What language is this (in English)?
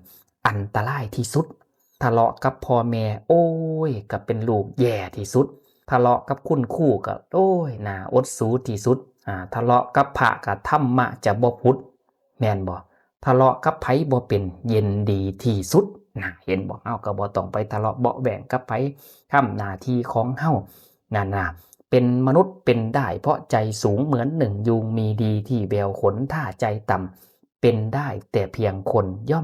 Northeastern Thai